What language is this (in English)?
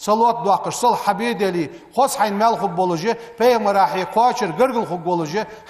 Ingush